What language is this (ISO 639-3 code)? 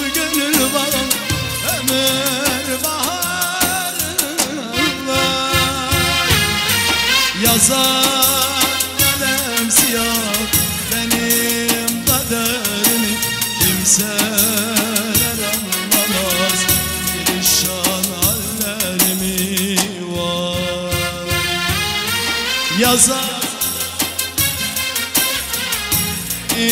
tur